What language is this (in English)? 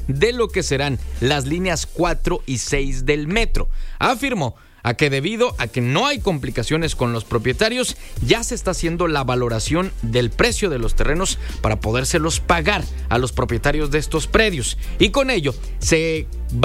Spanish